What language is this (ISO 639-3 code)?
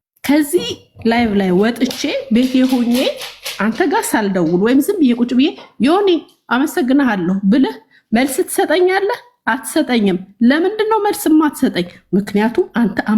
amh